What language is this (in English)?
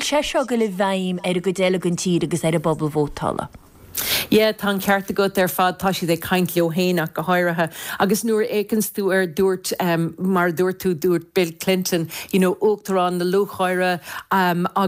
Irish